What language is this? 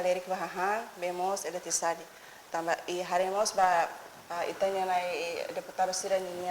Tetum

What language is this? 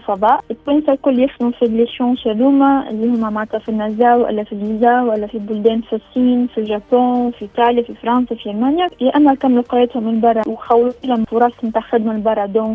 Tunisian Arabic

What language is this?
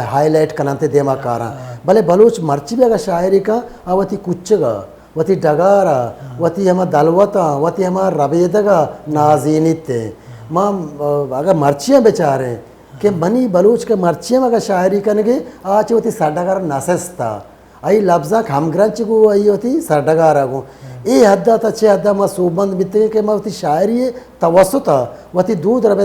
Baluchi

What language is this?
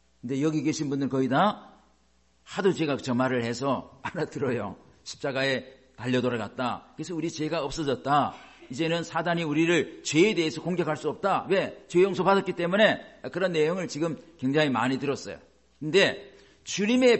Korean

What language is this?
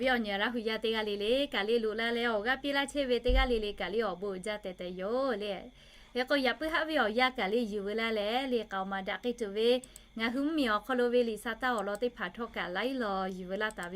Lahu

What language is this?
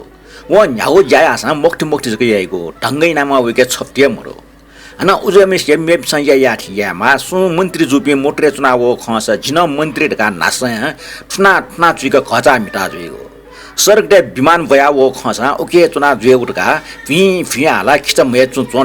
Newari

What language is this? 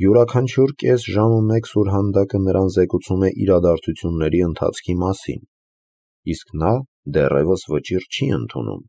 Armenian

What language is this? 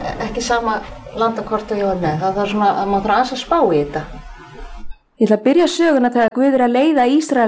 Icelandic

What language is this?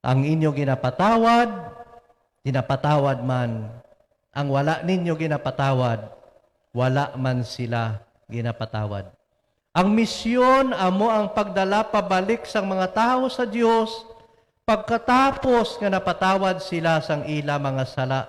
Hiligaynon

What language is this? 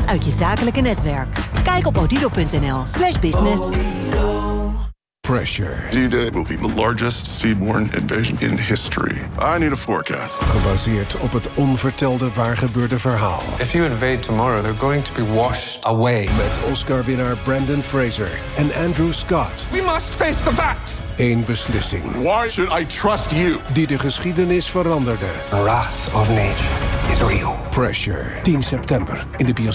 Dutch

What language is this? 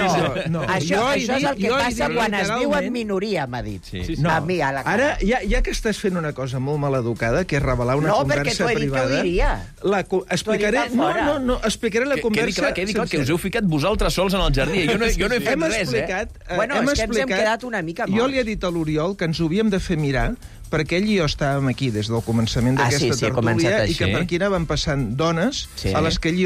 Catalan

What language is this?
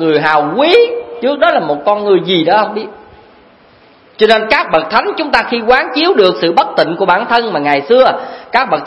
Vietnamese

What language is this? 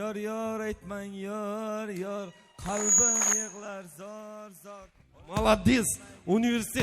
Kara-Kalpak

